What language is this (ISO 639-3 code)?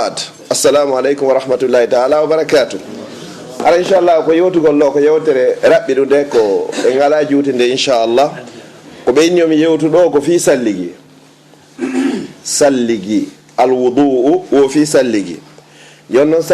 ful